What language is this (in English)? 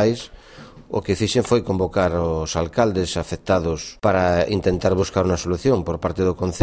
Galician